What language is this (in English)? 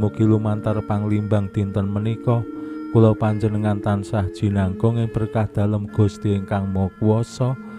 Javanese